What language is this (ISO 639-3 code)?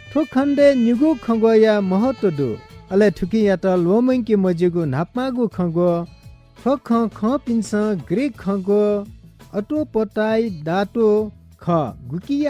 new